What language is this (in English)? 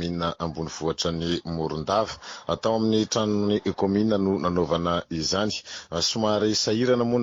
Malagasy